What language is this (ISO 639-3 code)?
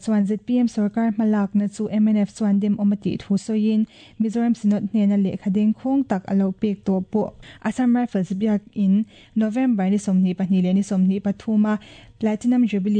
lus